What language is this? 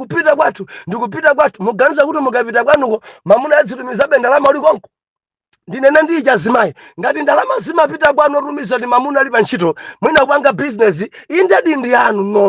Nyanja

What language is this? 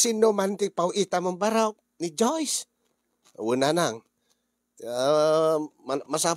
Iloko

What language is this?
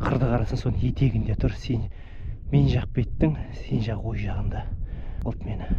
Kazakh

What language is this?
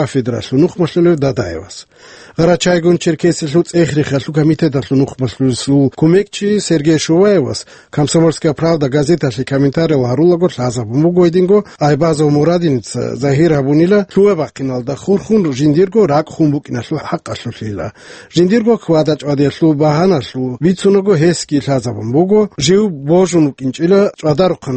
Avaric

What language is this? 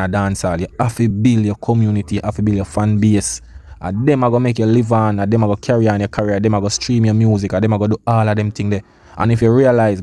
Jamaican Creole English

